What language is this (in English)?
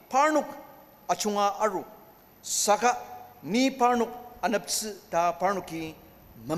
Ao Naga